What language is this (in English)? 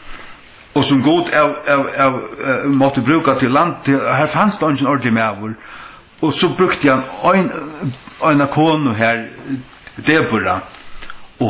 Faroese